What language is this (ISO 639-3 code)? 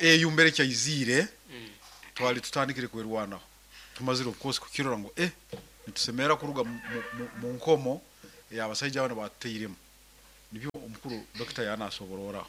nyn